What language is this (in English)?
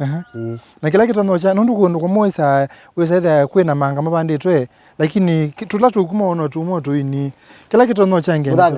Kamba